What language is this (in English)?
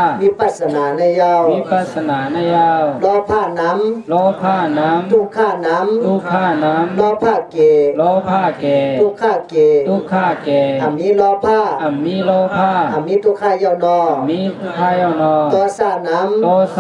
Shan